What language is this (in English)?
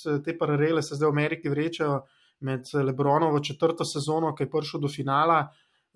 Slovenian